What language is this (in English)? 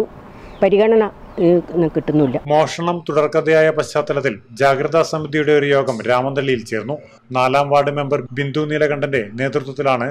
Malayalam